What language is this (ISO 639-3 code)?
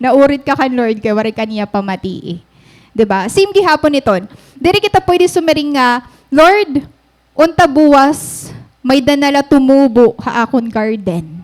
war